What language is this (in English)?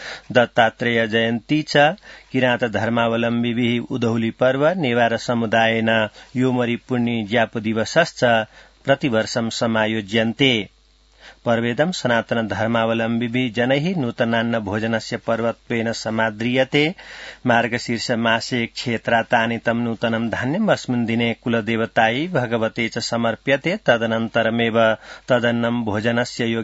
Sanskrit